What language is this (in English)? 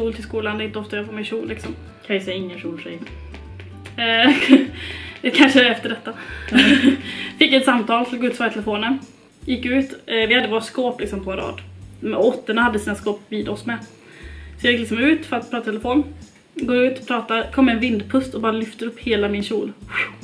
Swedish